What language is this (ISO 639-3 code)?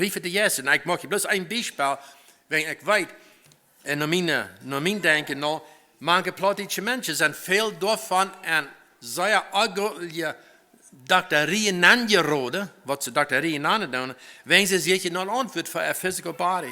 pdt